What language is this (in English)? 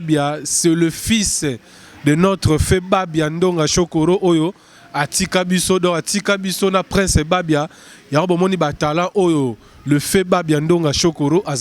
Lingala